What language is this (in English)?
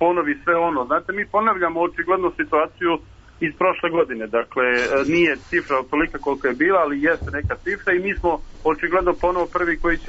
Serbian